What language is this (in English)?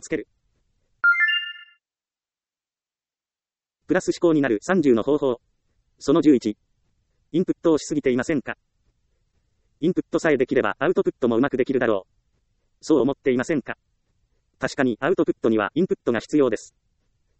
Japanese